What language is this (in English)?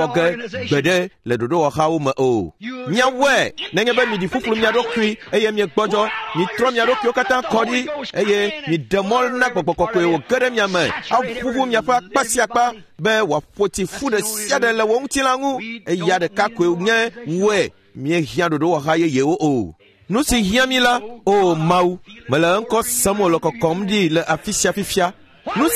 Ewe